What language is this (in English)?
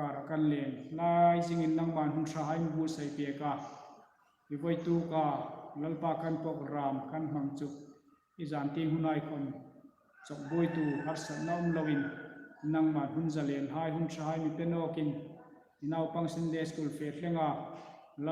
Hmar